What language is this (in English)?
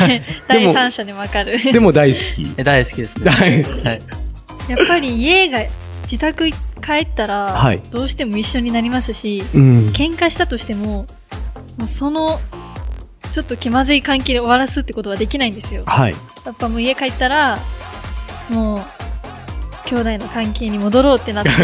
Japanese